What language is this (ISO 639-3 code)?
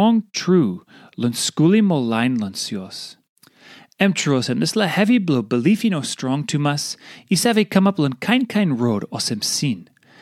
tpi